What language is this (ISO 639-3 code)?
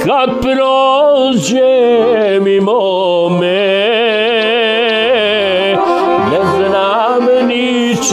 bos